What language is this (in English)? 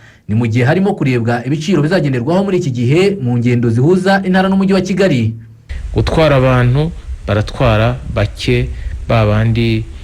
Kinyarwanda